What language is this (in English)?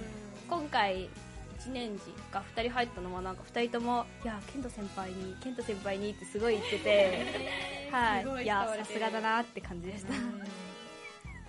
Japanese